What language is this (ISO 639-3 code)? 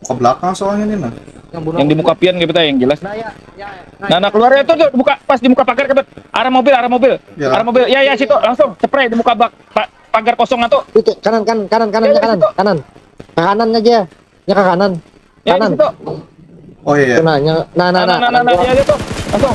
bjn